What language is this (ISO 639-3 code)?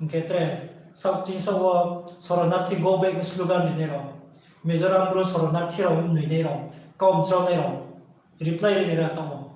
ria